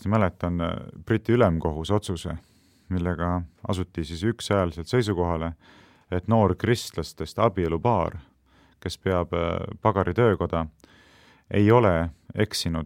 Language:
Estonian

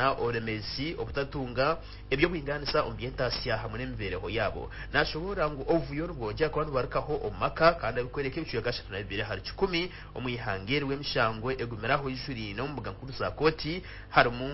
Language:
Nyankole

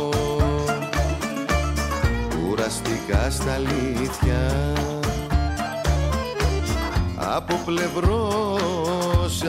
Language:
Greek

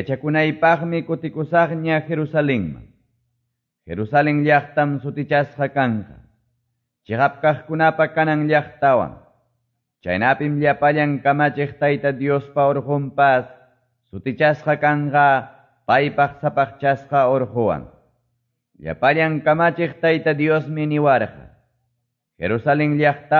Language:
Quechua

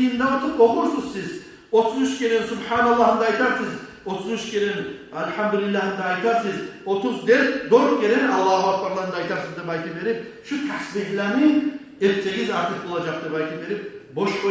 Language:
Kumyk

